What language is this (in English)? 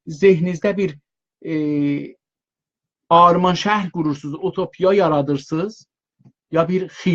South Azerbaijani